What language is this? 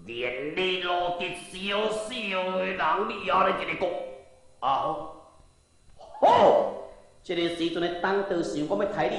Min Nan Chinese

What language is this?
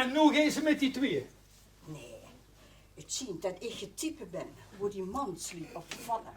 Limburgish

